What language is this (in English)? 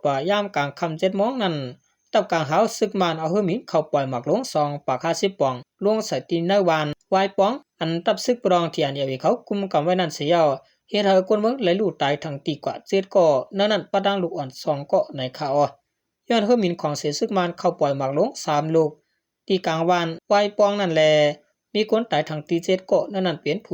Shan